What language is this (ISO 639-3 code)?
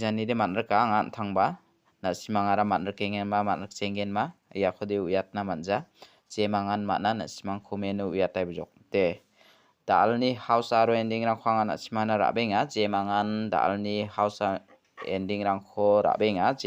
grt